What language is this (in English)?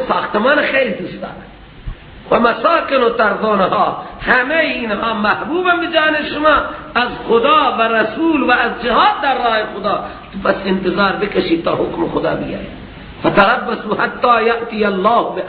Persian